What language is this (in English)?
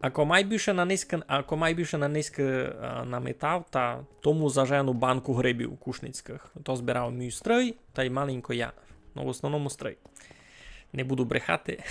Rusyn